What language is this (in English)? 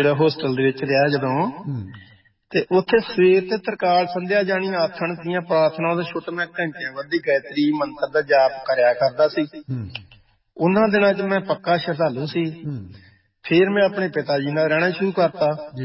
Punjabi